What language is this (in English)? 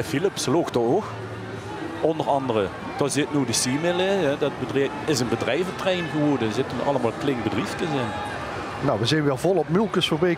Limburgish